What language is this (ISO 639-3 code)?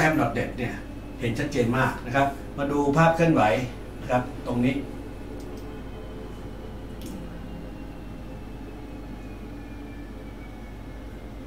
tha